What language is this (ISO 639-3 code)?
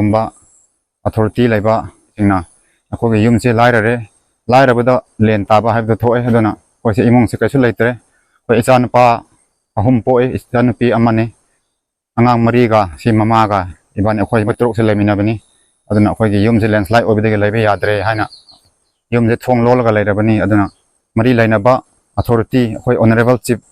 mni